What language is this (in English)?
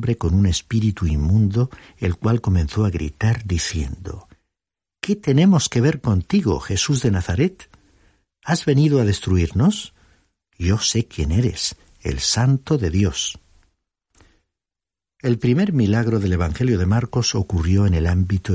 Spanish